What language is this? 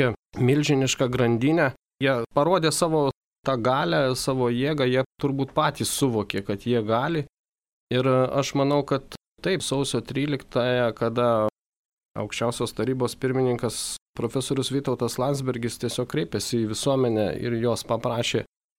Lithuanian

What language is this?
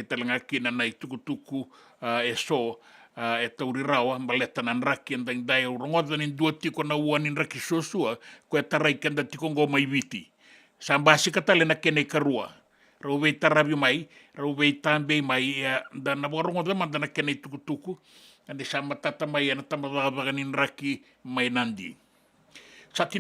Fijian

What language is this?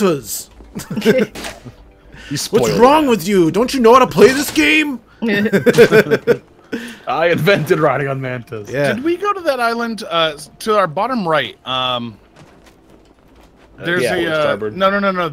English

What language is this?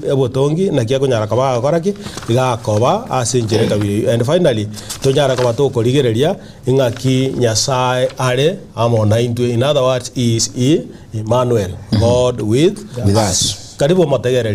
Gusii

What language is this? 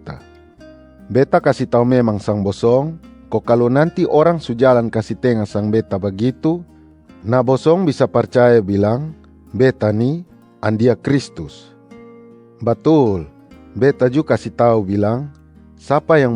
Kupang Malay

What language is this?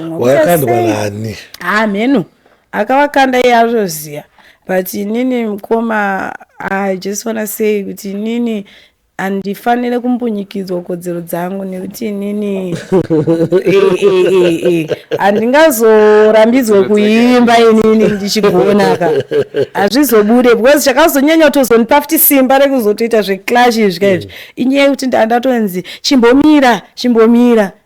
Shona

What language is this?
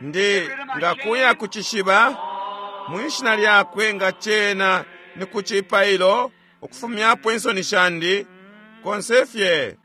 Bemba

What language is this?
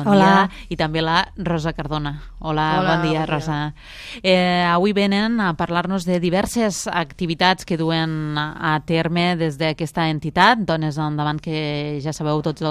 Catalan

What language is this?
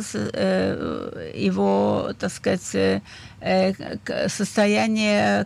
Russian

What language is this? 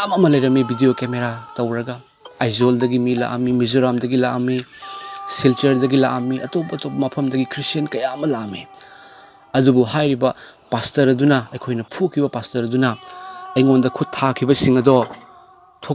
Manipuri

